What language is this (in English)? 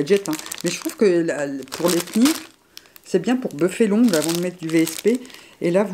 French